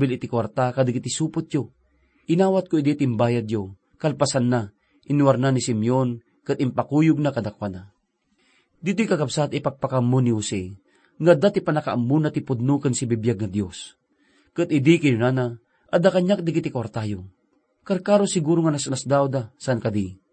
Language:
Iloko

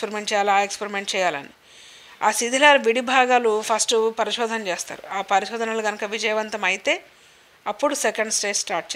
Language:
Telugu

